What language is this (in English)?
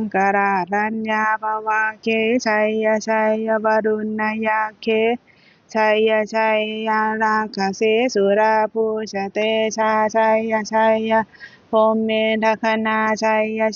Pali